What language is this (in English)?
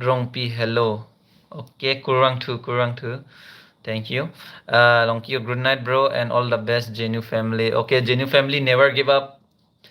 Karbi